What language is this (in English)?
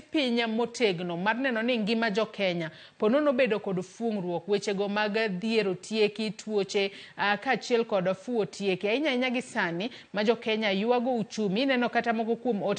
Luo (Kenya and Tanzania)